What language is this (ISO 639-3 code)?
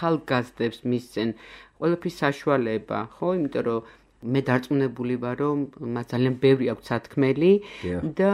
kat